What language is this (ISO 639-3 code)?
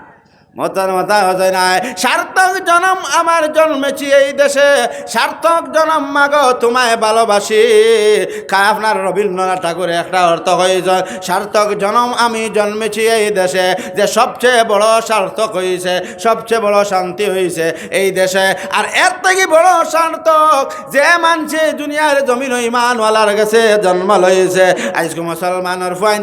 syl